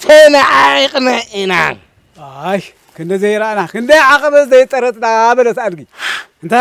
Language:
Tigrinya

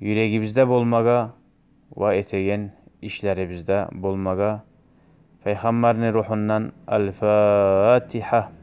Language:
Kumyk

